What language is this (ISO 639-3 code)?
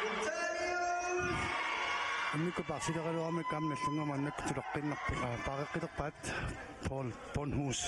kal